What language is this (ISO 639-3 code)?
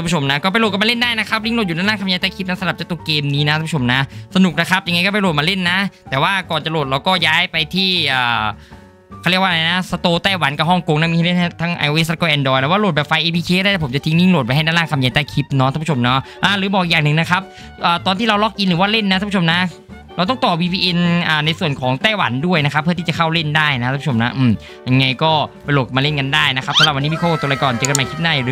tha